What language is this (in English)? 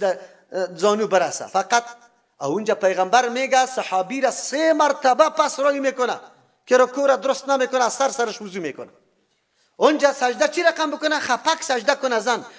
Persian